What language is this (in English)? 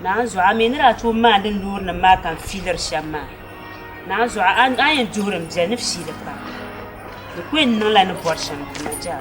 Dagbani